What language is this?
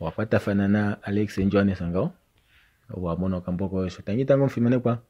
Kuanyama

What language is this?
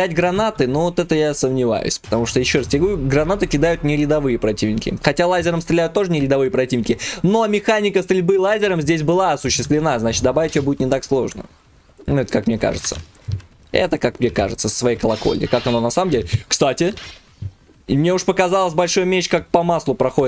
Russian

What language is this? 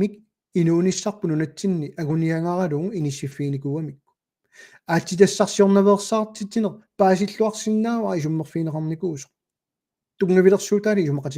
Kalaallisut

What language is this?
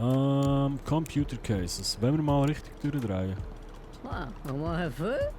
Swiss German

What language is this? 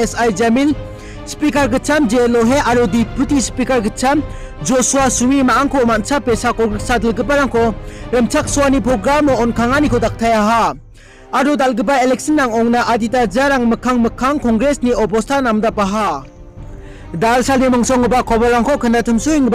Garo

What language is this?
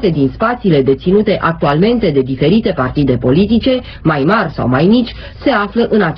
Romanian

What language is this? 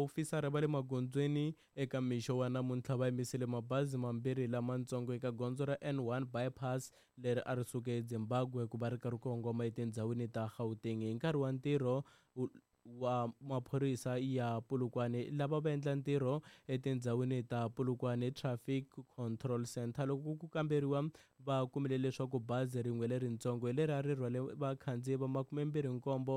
Tsonga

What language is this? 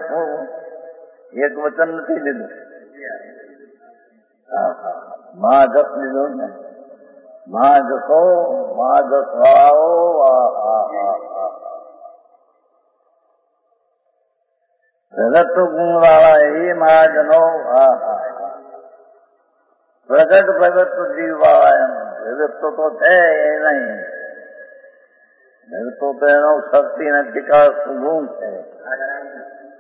Gujarati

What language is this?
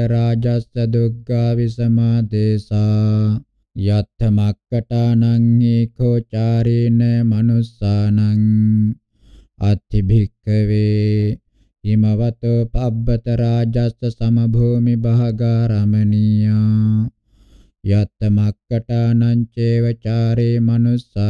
Pali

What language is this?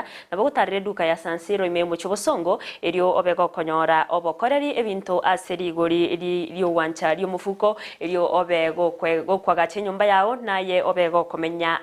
Gusii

